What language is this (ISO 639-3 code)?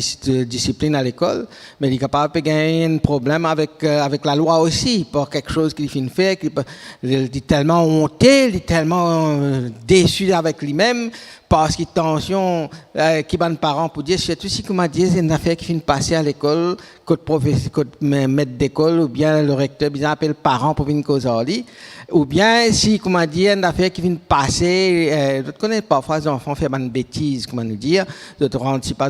mfe